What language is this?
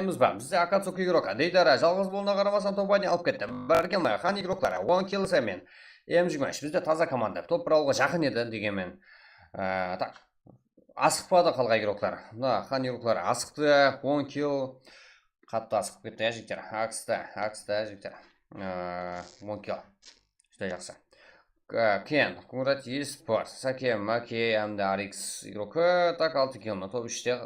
Kara-Kalpak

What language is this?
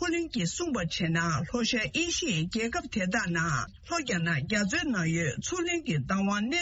Tibetan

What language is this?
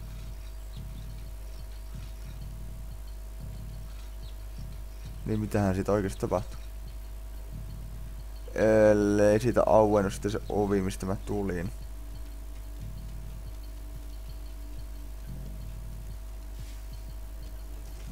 Finnish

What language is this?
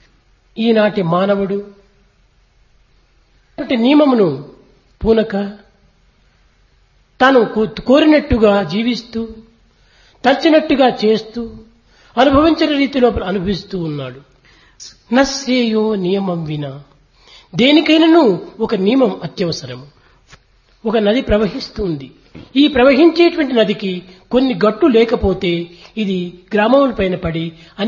Telugu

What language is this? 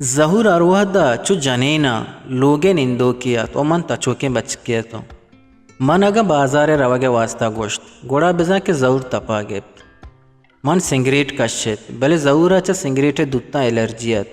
Eastern Balochi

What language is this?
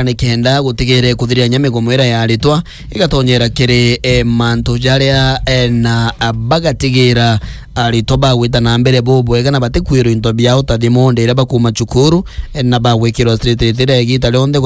Meru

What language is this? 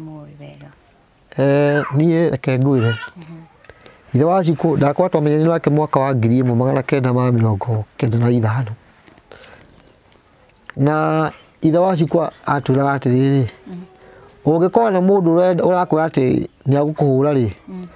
Kikuyu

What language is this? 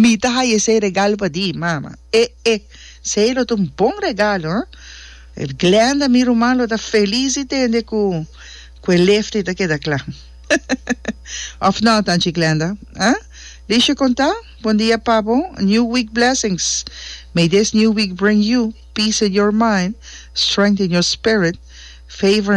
Papiamento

